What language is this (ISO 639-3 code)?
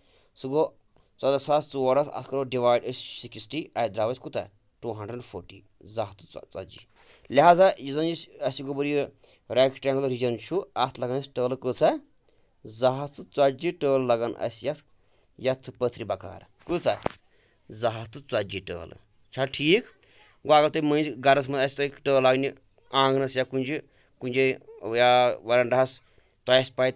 kas